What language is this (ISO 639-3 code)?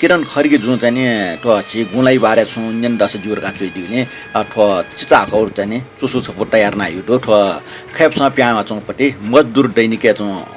new